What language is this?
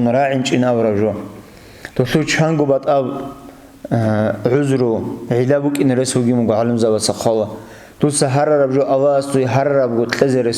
Avaric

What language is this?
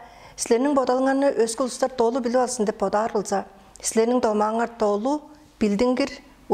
Tuvinian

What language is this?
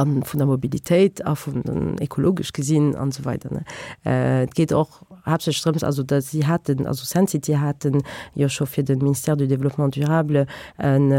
Luxembourgish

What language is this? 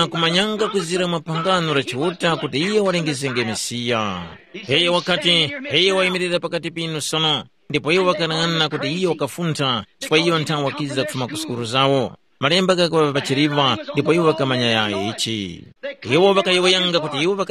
Tumbuka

